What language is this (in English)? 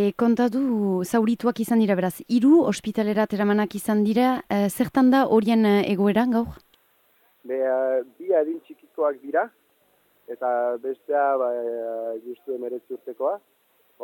Basque